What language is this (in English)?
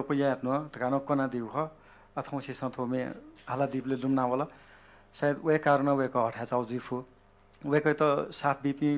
Newari